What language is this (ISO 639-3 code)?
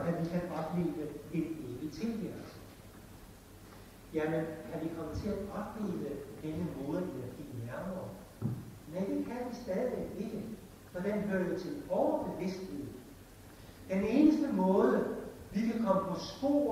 dan